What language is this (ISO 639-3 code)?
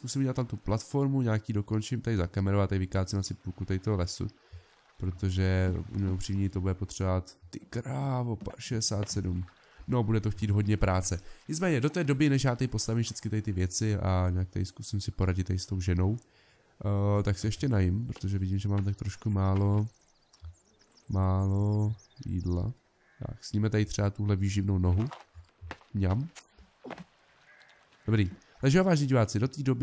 ces